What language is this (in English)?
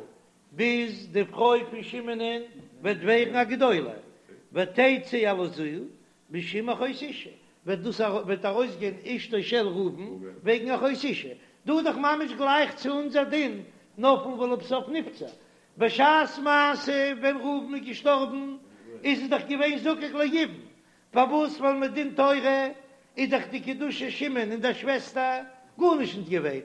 Yiddish